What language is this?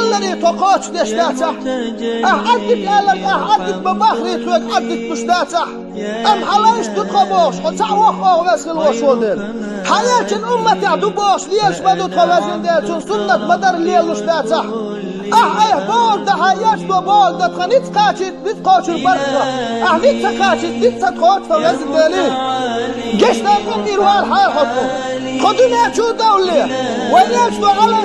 Chechen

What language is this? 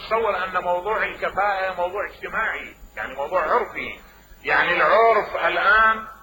Mesopotamian Arabic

